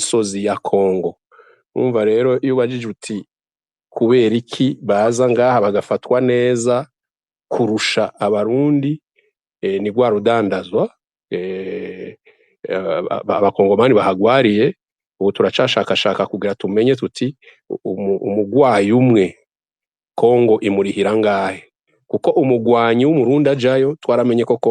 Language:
Rundi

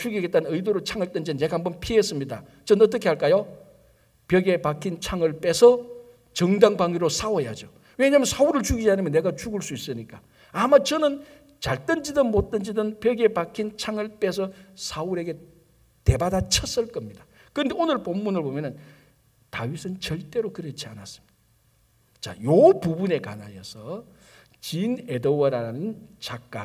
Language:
Korean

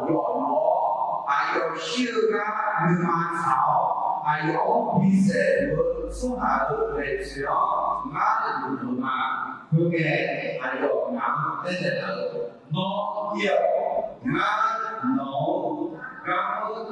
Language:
Akha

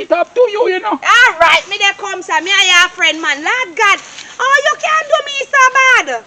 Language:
Jamaican Creole English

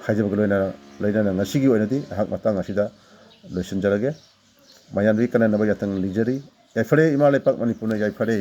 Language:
Manipuri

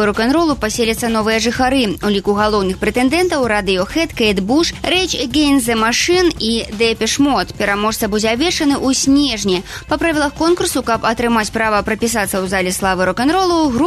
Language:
Belarusian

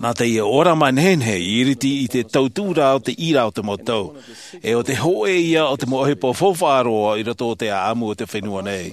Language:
Tahitian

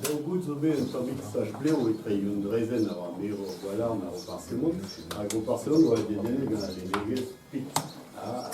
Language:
Breton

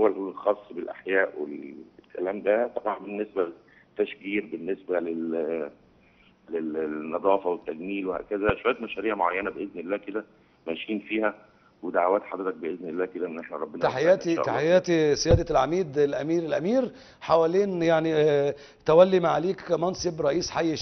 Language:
Egyptian Arabic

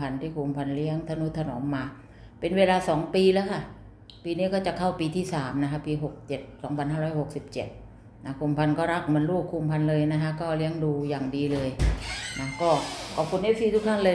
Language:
Thai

